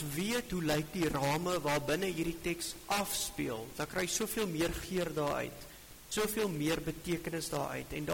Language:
Afrikaans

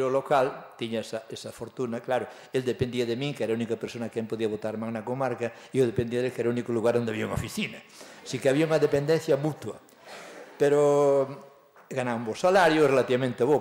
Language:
Galician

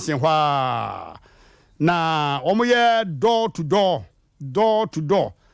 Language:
Akan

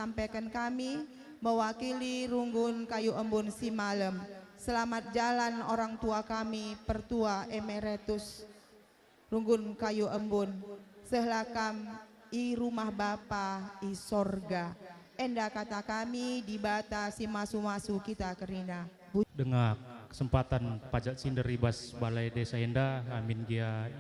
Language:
Batak Karo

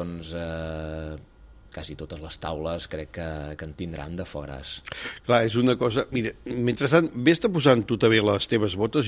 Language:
Catalan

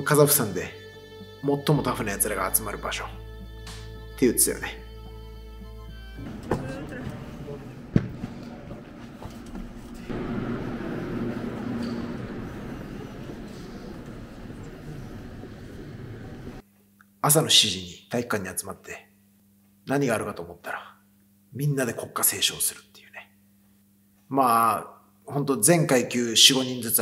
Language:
Japanese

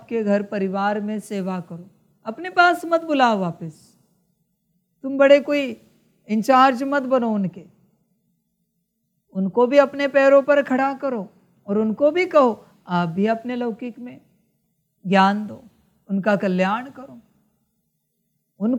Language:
Hindi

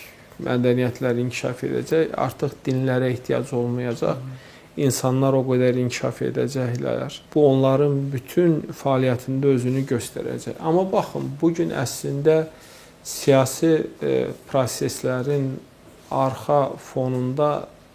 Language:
Azerbaijani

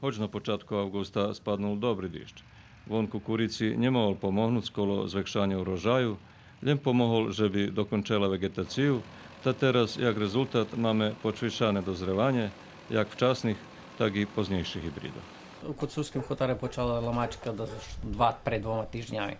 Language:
Rusyn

